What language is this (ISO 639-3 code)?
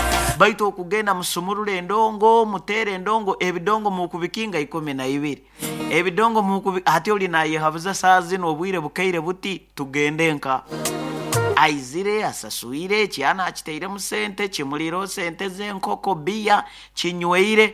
nyo